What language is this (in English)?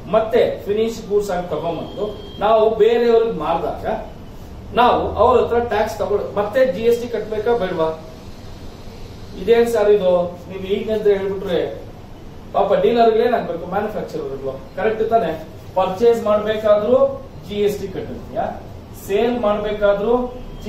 Kannada